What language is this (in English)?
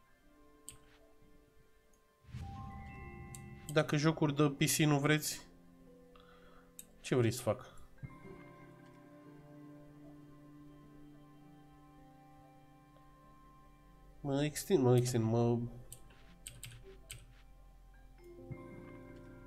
Romanian